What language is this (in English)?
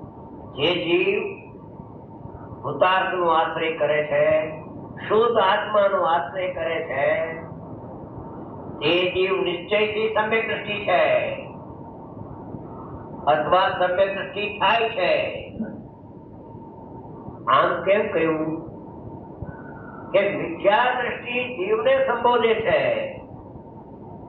Gujarati